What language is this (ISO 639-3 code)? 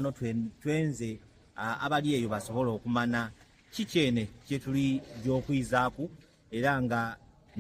xog